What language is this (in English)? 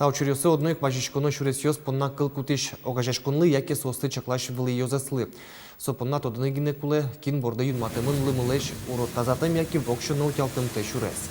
Udmurt